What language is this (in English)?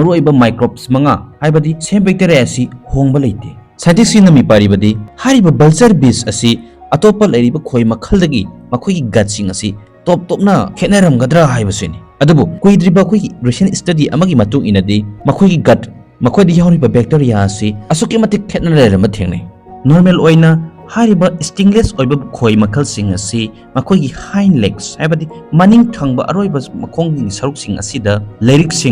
Manipuri